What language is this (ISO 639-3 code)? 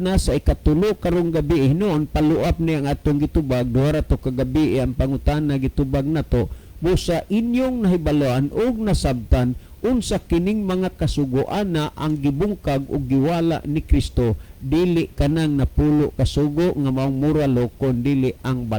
ceb